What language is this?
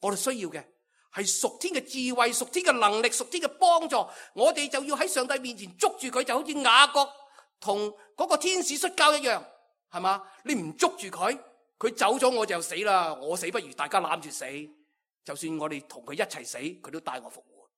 Cantonese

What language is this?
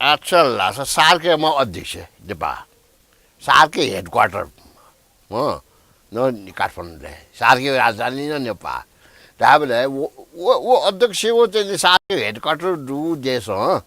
Newari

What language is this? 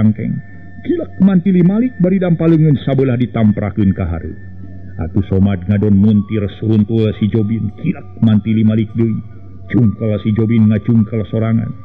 Sundanese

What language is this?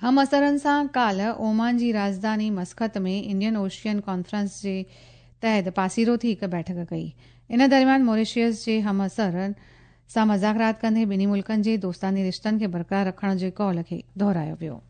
Sindhi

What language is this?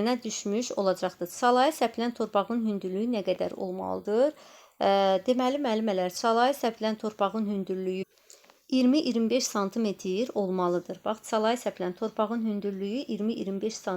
Azerbaijani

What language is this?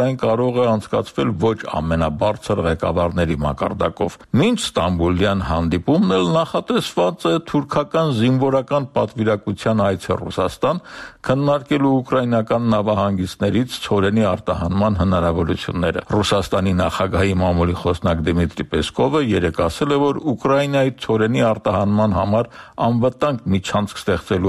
Armenian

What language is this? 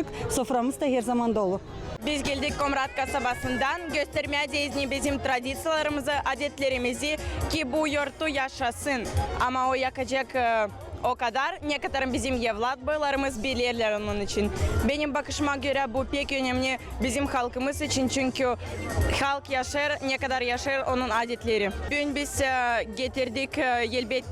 Gagauz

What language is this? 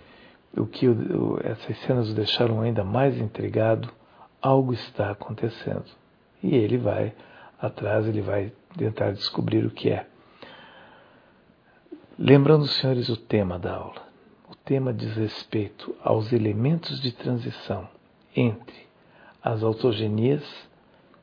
Portuguese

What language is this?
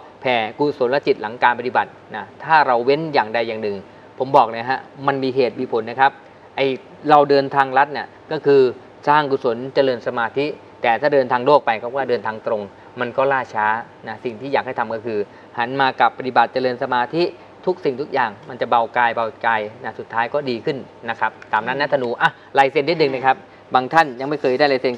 Thai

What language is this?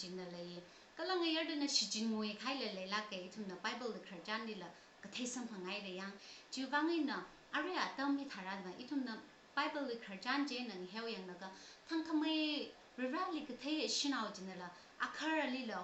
Tangkhul Naga (India)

